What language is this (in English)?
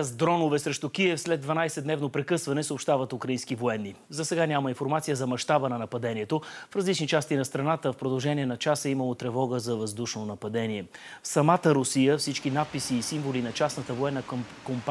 Bulgarian